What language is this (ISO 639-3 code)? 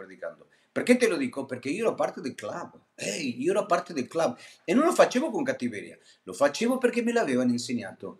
ita